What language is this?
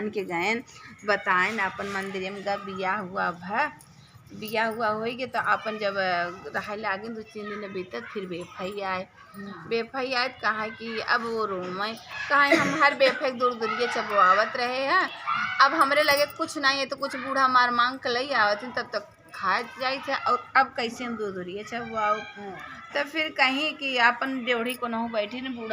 Awadhi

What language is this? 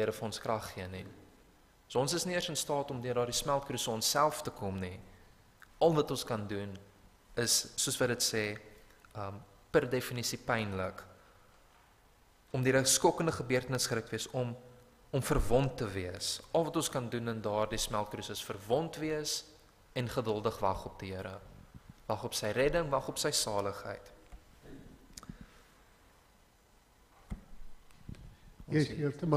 Afrikaans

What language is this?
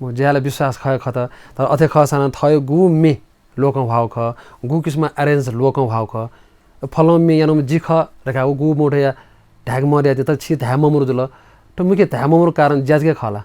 Newari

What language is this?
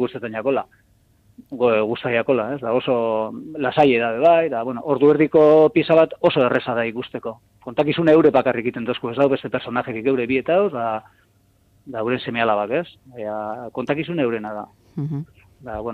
Basque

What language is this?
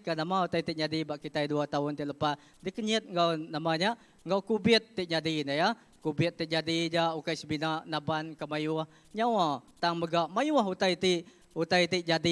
Iban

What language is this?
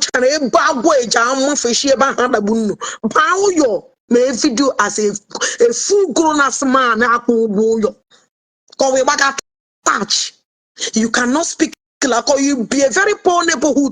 Igbo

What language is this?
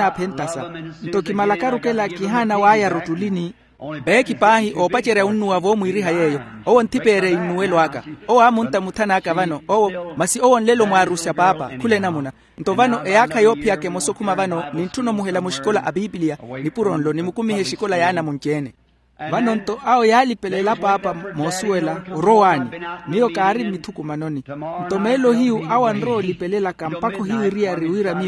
Makhuwa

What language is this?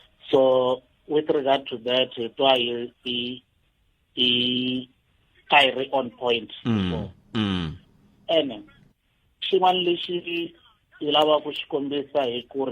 Tsonga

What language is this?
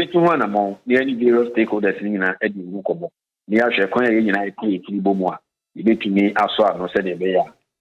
Akan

